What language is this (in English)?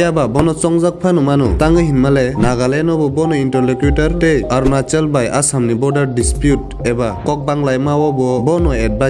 Kok Borok